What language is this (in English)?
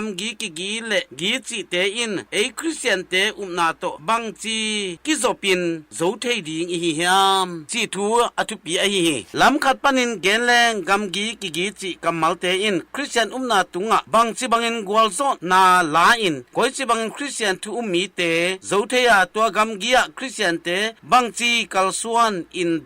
Tedim Chin